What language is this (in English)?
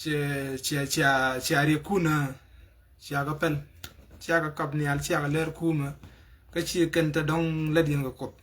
Nuer